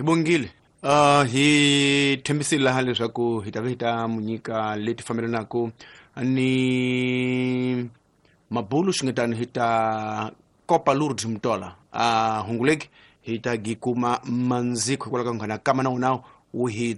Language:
Tsonga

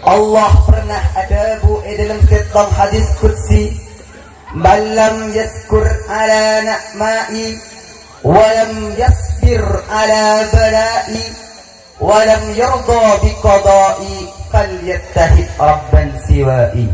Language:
Madurese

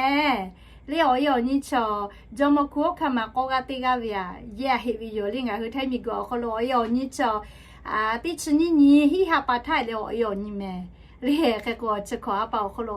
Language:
Lahu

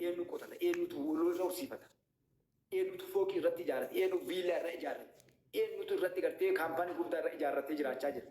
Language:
Oromo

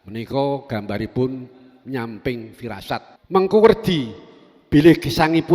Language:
Javanese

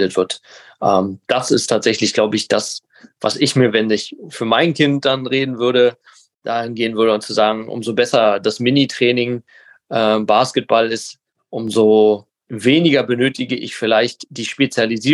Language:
German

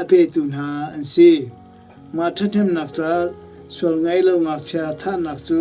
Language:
Hakha Chin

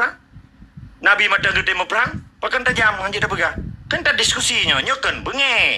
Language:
Achinese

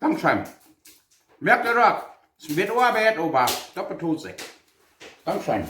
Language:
Plautdietsch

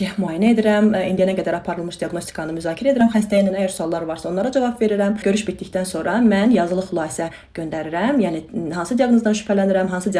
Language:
Azerbaijani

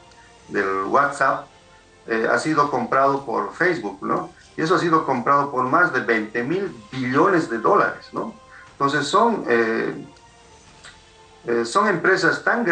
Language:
Spanish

